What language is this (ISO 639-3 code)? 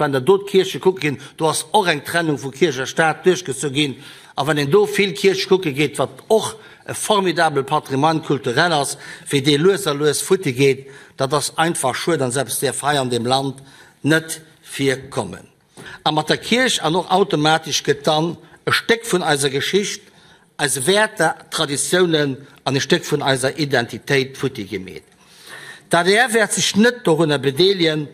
ltz